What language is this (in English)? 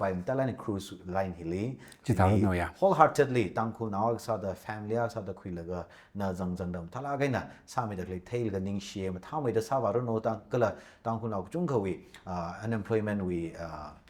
Tangkhul Naga (India)